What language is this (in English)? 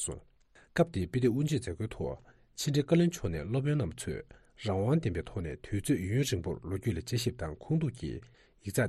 Tibetan